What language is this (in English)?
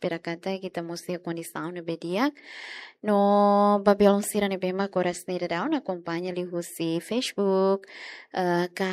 Tetum